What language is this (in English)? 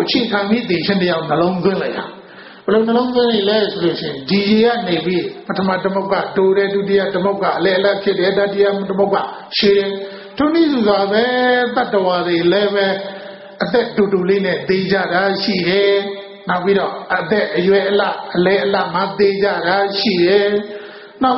Burmese